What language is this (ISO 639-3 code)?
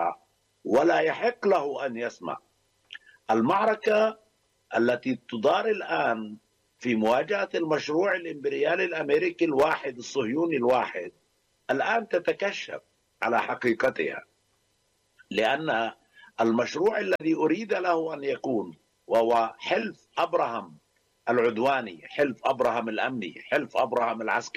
ara